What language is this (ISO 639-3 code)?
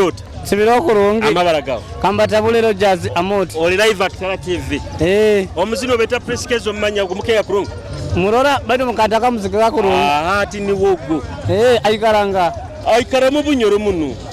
nyo